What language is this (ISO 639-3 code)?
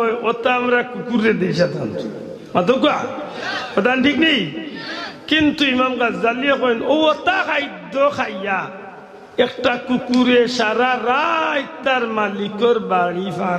syl